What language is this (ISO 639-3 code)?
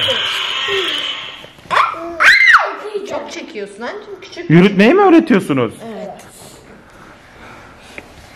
tur